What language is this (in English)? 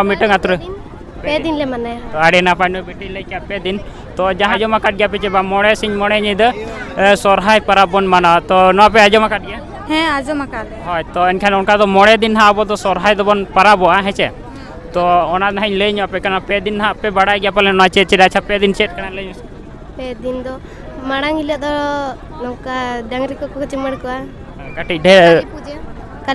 Santali